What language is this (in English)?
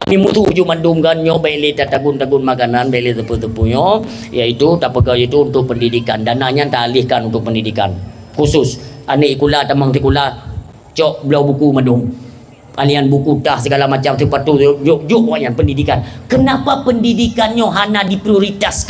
Achinese